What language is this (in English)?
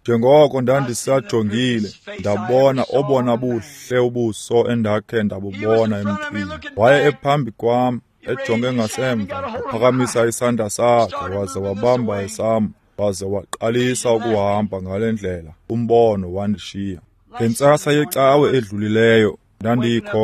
Xhosa